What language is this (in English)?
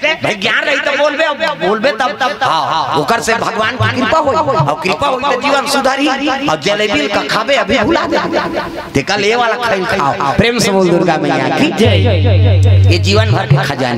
Chhattisgarhi